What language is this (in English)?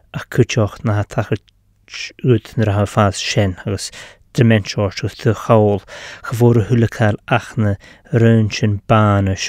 Scottish Gaelic